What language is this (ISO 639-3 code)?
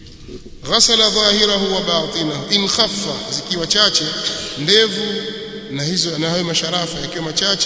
swa